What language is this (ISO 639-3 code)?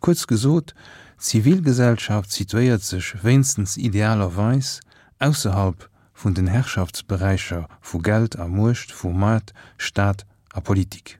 ltz